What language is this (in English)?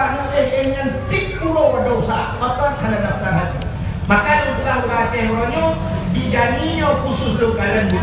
Achinese